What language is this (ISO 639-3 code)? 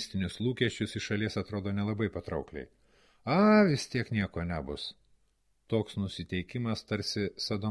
lit